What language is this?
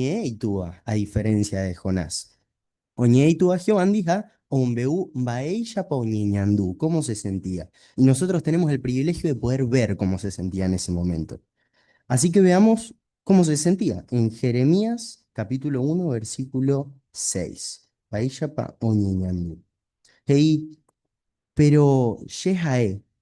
Guarani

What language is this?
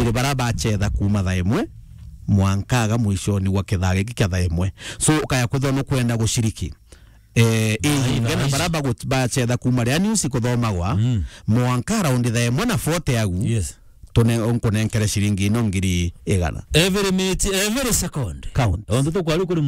Meru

